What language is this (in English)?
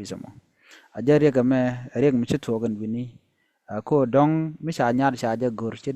Nuer